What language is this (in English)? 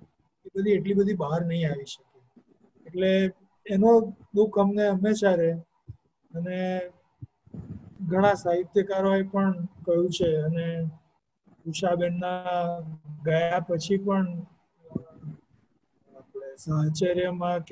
Gujarati